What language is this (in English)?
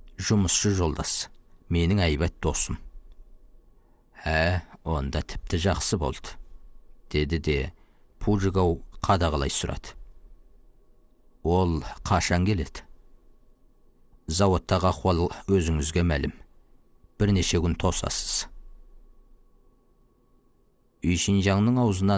Kazakh